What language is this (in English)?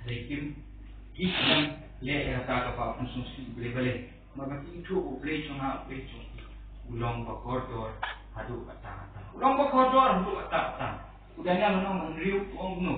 Khasi